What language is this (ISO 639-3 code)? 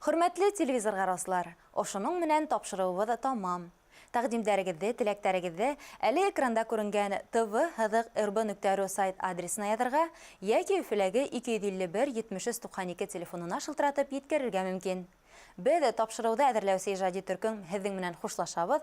bak